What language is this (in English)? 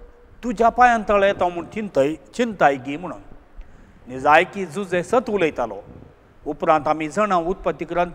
Konkani